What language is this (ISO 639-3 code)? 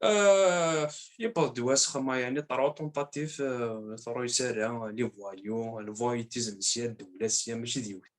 kab